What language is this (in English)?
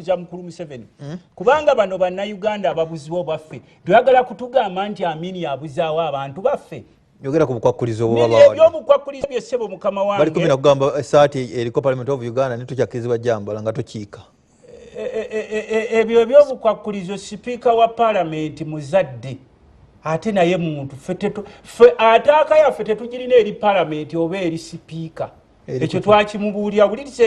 Ganda